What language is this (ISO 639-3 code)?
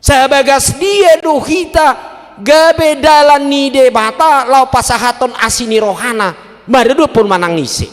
bbc